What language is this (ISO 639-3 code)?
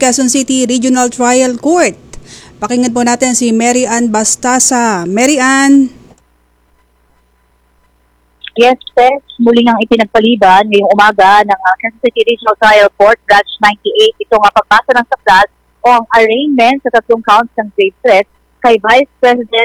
fil